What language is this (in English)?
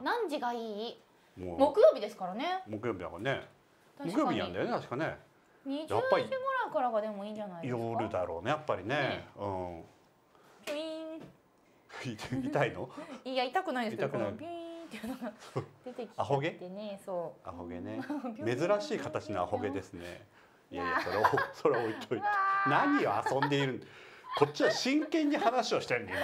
Japanese